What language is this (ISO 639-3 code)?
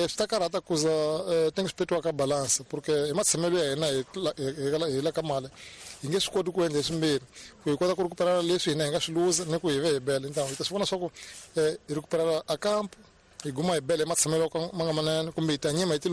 tso